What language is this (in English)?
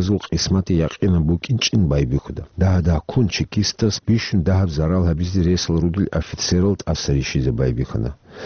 Avaric